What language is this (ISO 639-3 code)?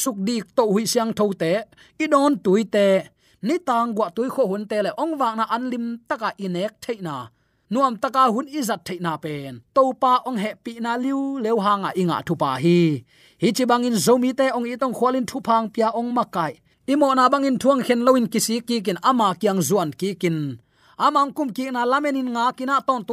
ctd